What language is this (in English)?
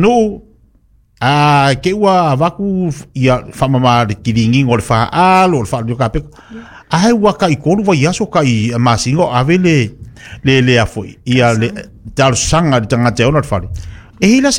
Samoan